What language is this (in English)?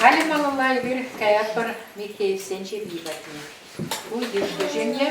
Chuvash